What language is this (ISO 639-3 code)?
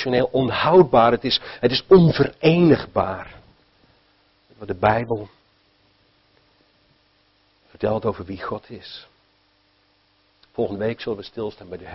nld